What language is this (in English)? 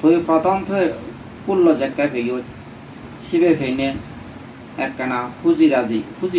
Bangla